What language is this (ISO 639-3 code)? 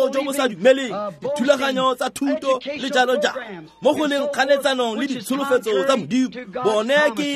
tsn